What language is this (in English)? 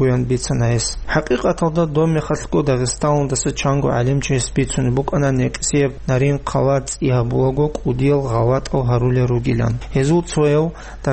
Avaric